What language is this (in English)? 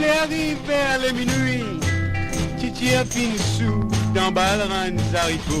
Morisyen